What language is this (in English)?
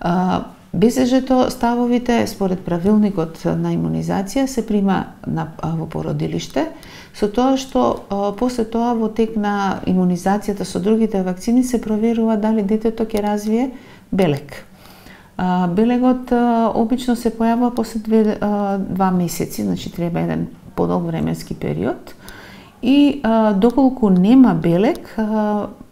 Macedonian